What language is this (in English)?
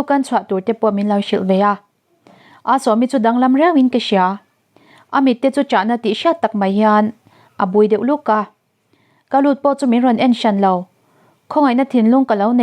Mizo